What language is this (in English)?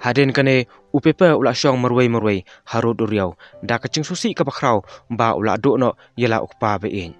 Khasi